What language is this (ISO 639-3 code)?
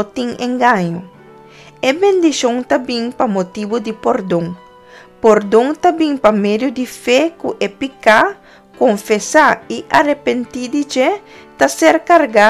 pap